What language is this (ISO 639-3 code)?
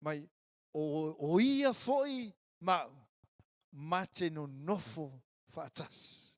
smo